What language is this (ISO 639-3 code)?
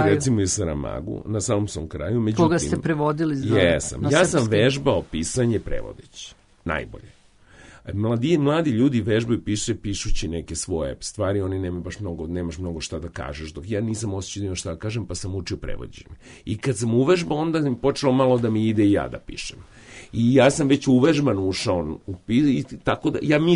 srp